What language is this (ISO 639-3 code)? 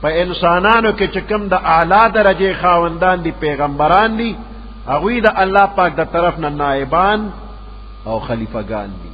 pus